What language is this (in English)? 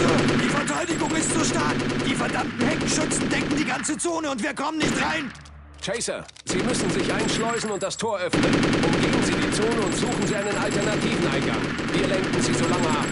Bavarian